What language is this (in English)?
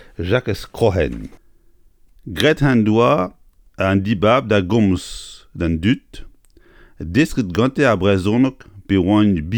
Breton